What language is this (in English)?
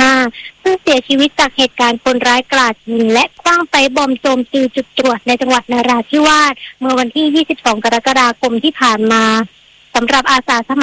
Thai